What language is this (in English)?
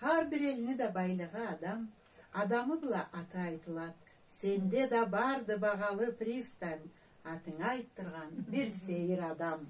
Karachay-Balkar